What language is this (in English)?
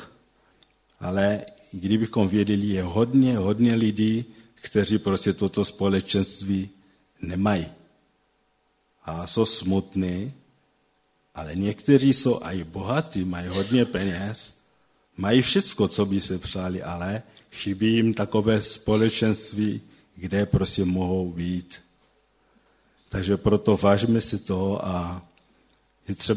Czech